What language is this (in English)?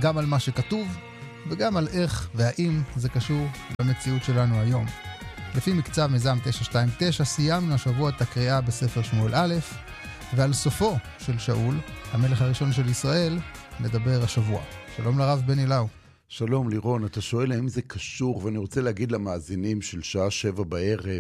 Hebrew